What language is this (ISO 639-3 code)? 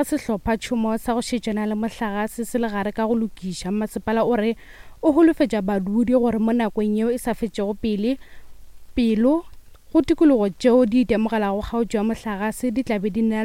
nso